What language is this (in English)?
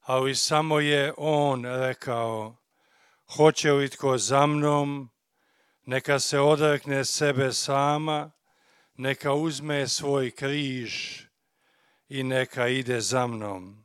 Croatian